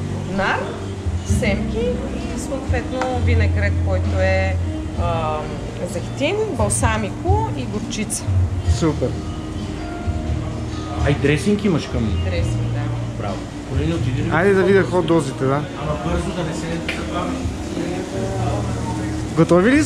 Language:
Bulgarian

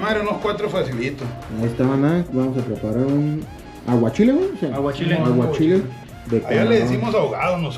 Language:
Spanish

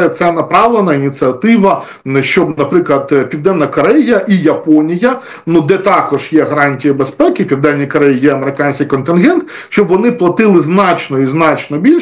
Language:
Ukrainian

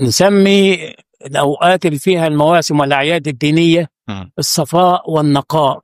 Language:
Egyptian Arabic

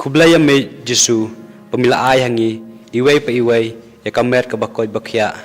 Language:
Khasi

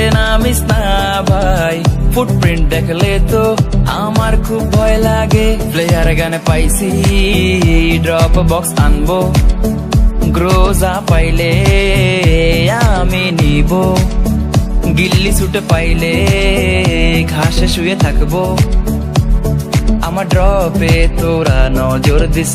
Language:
Bangla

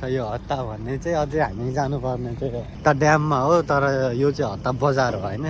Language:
Nepali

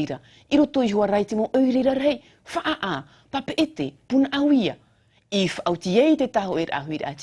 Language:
Tahitian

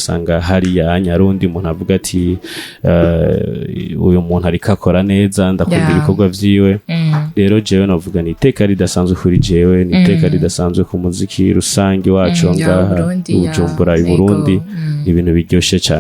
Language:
Rundi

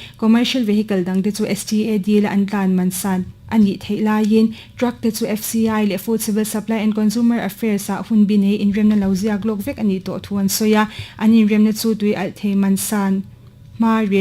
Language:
Mizo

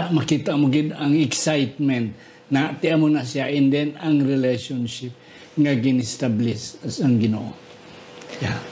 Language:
Hiligaynon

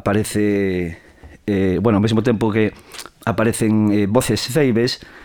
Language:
Galician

